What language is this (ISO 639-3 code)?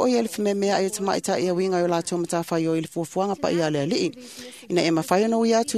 smo